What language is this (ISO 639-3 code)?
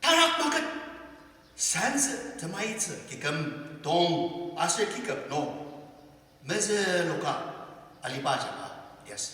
njo